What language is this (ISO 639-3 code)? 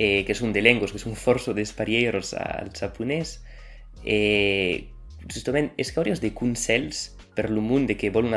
oci